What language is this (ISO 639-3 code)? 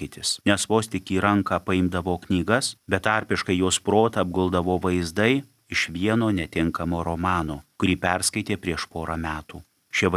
lit